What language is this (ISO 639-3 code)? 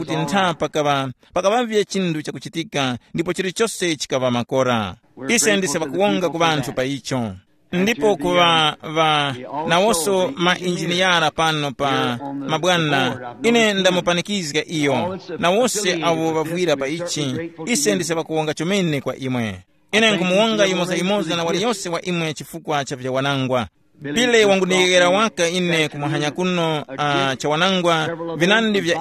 tum